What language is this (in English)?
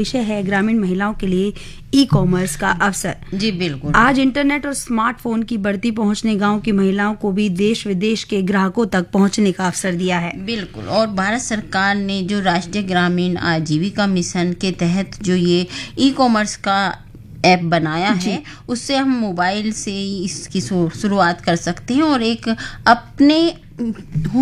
Hindi